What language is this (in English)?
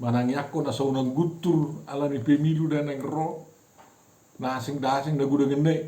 Batak Toba